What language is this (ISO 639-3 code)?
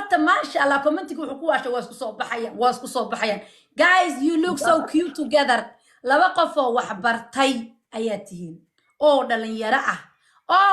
som